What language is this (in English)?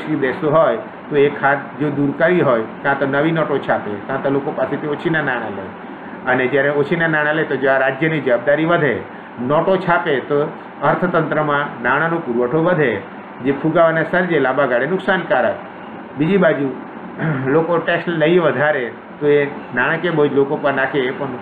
Gujarati